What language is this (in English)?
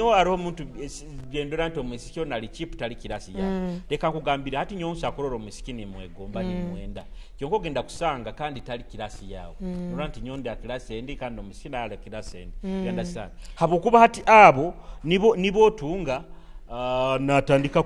Nyoro